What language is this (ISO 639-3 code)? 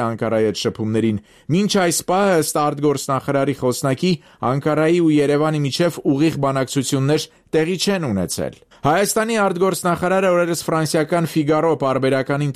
hye